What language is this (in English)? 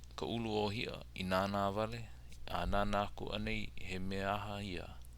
Hawaiian